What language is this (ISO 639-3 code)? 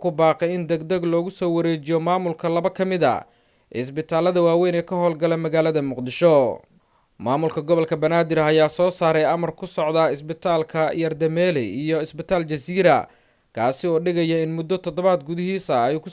som